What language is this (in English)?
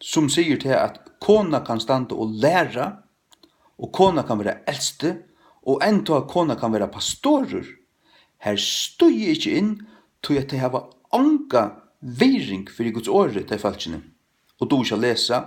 Faroese